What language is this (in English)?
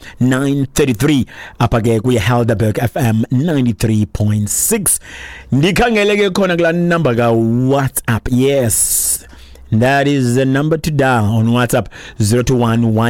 Xhosa